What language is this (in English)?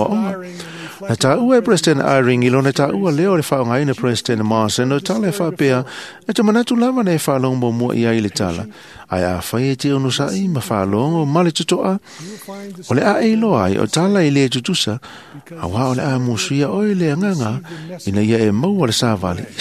Samoan